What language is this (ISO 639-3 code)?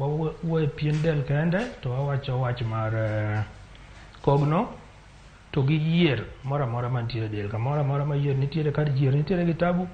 luo